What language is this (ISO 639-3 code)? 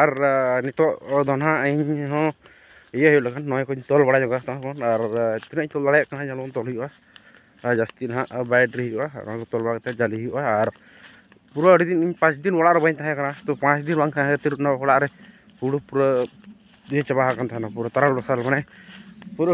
sat